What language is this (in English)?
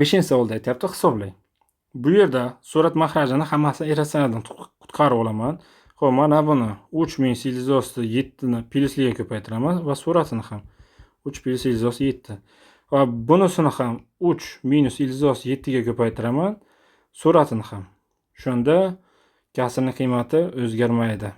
Uzbek